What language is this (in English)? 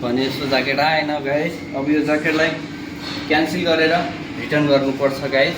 Nepali